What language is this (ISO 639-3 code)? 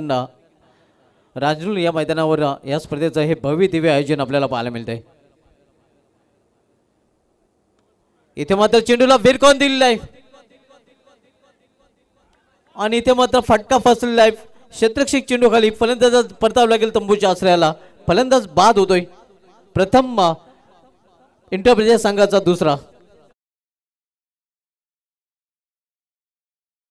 mar